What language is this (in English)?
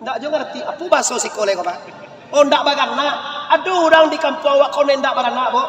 Minangkabau